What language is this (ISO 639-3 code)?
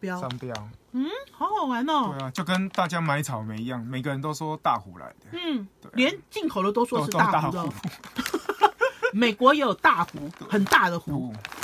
zho